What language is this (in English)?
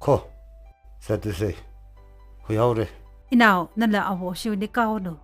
Tangkhul Naga (India)